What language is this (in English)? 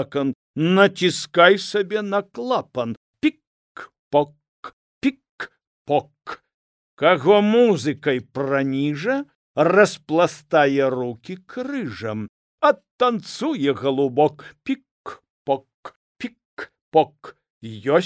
Belarusian